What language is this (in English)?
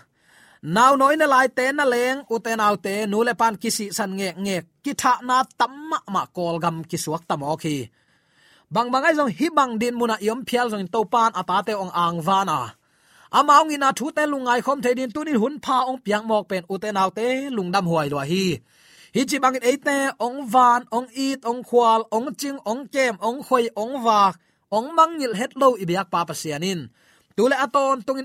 Tedim Chin